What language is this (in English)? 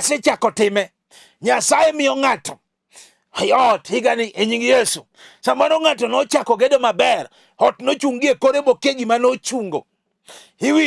Luo (Kenya and Tanzania)